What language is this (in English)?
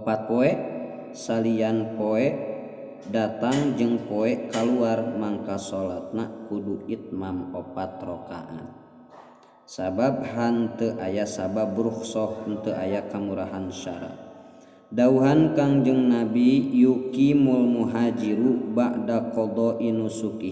Sundanese